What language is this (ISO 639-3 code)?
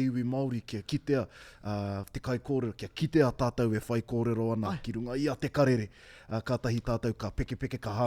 mri